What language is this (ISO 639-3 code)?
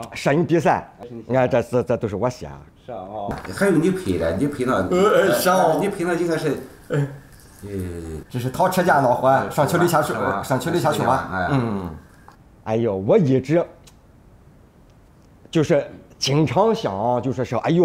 zho